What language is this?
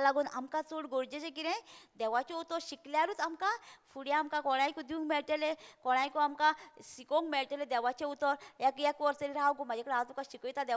Konkani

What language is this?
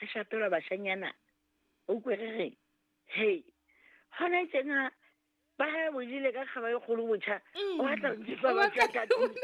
Southern Sotho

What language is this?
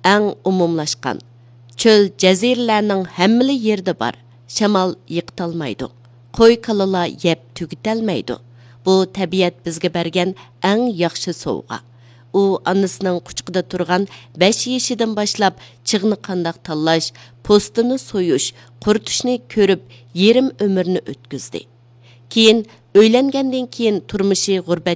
Uyghur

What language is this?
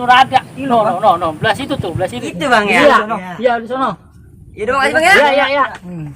Betawi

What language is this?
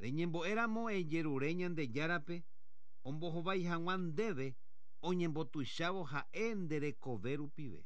Guarani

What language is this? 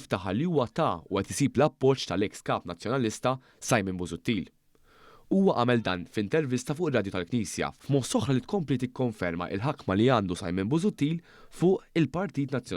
Maltese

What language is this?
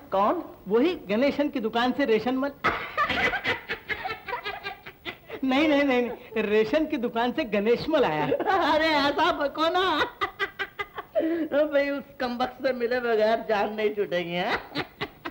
Hindi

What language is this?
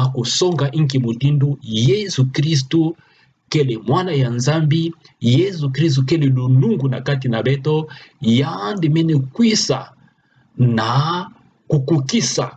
Kituba (Democratic Republic of Congo)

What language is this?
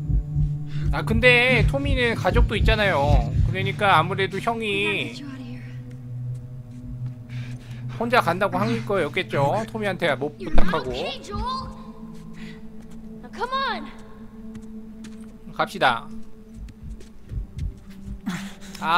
Korean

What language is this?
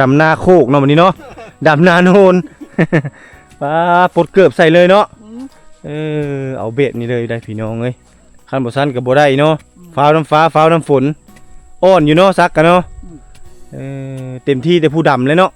Lao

